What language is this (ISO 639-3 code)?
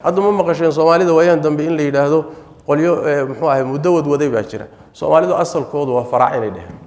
som